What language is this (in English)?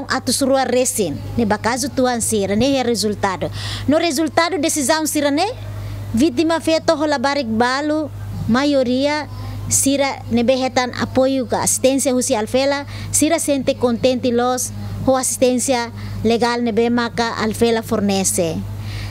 Tetum